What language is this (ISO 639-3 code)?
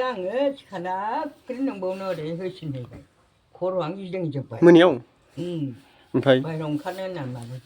brx